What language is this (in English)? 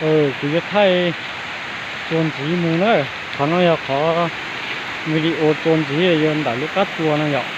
Hmong